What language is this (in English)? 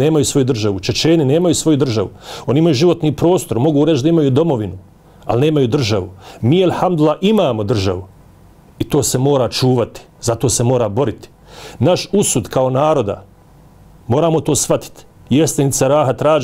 Bosnian